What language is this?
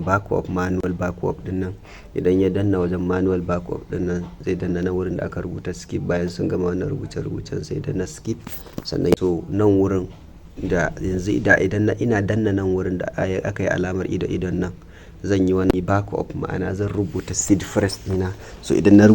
Hausa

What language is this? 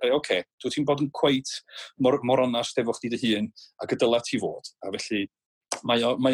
Welsh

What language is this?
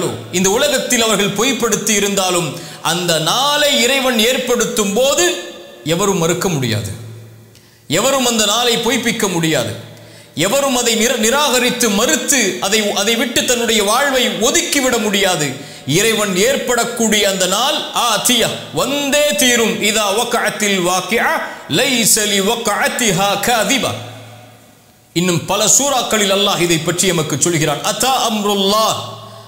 Tamil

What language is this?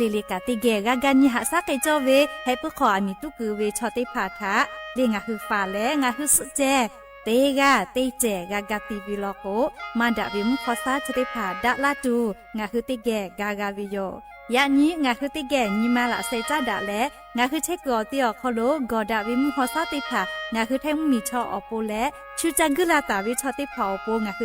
Lahu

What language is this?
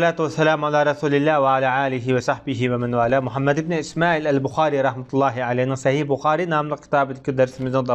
Uyghur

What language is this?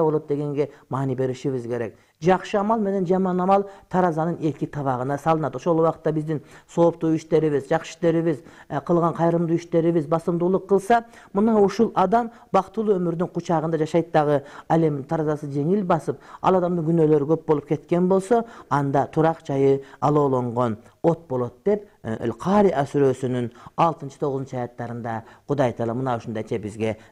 Kyrgyz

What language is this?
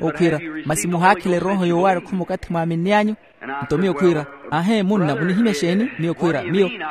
Makhuwa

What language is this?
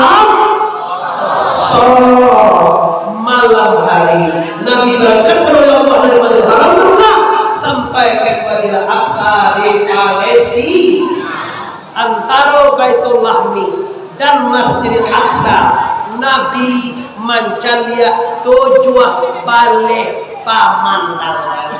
Minangkabau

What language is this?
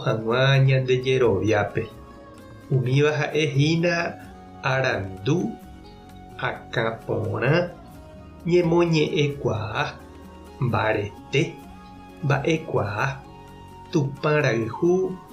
Guarani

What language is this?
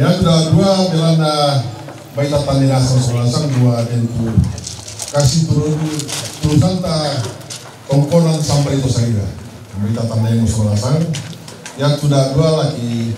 Toraja-Sa'dan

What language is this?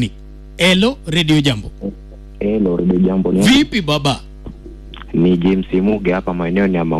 Swahili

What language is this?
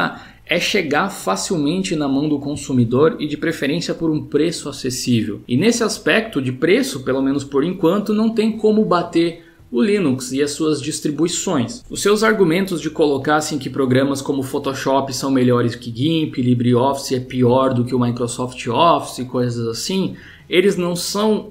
Portuguese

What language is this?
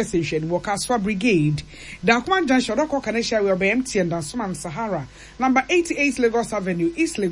Akan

